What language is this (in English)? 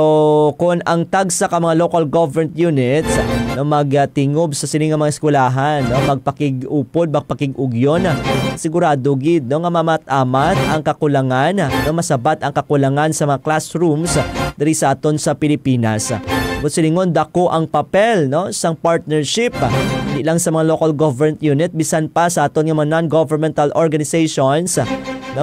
Hiligaynon